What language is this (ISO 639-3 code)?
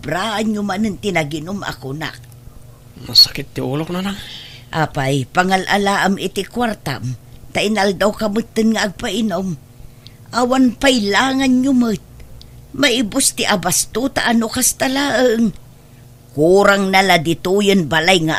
ilo